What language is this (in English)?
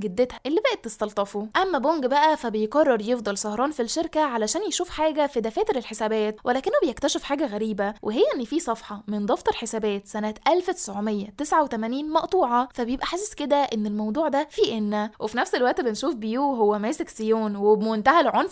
Egyptian Arabic